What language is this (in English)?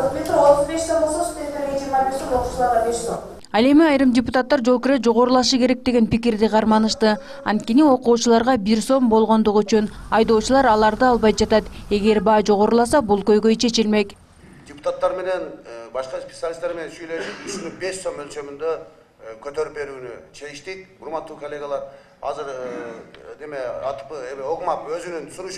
Kyrgyz